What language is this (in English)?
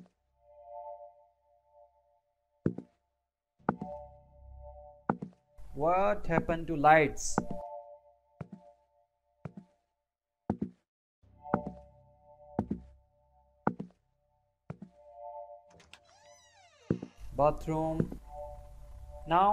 English